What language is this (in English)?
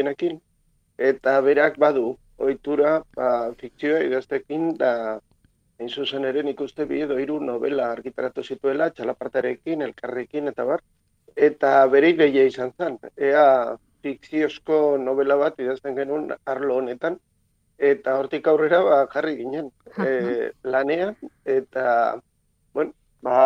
Basque